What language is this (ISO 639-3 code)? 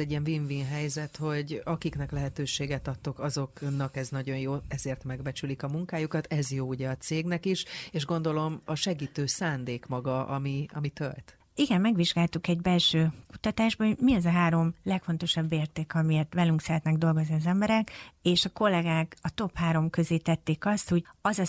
hun